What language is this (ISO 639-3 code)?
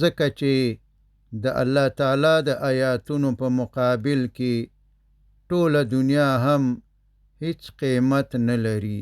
pus